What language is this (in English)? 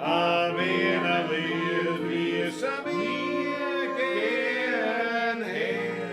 Bavarian